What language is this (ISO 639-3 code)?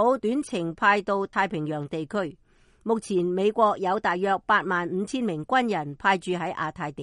yue